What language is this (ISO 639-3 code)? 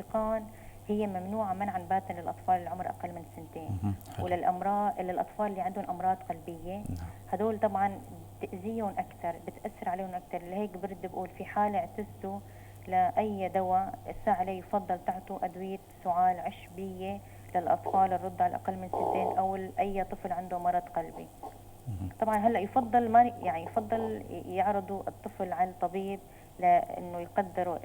apc